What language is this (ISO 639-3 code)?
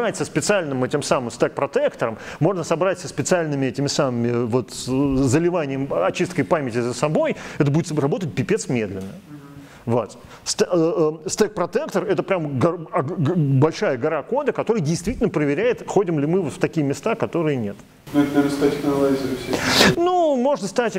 rus